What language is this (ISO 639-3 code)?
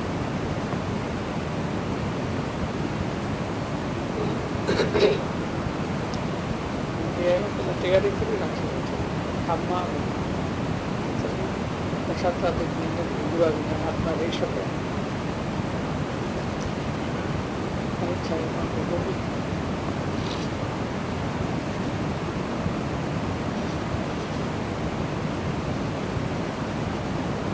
guj